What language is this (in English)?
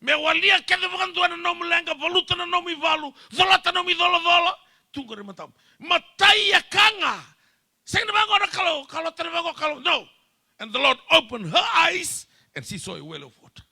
Fijian